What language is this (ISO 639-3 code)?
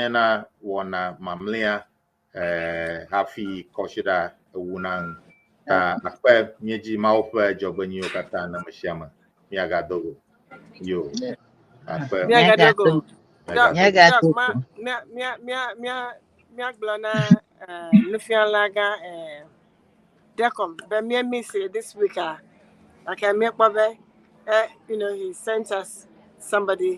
ewe